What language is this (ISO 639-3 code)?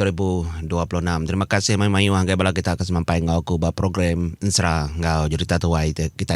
iba